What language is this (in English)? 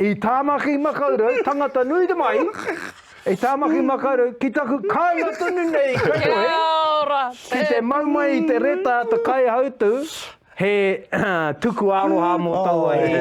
Māori